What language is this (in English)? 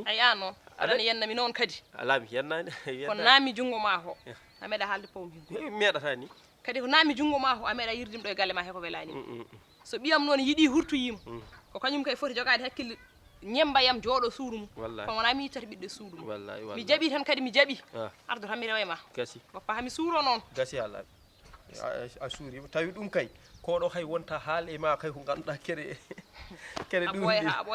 Fula